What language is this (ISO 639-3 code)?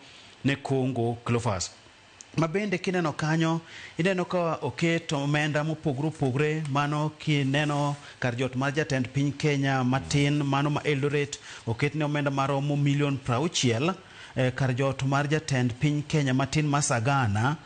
luo